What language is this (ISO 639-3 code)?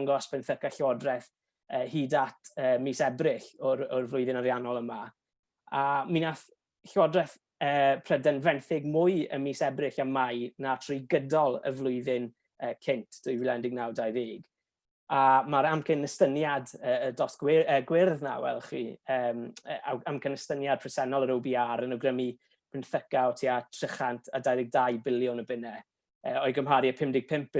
cym